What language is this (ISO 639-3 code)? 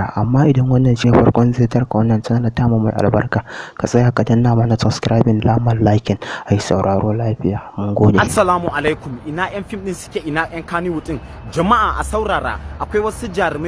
hau